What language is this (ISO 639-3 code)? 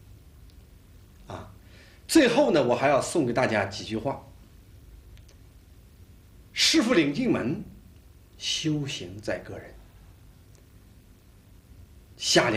zho